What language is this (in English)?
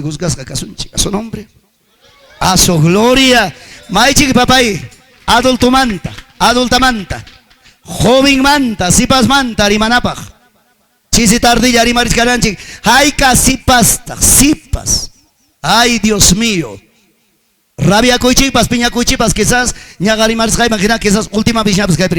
Ayacucho Quechua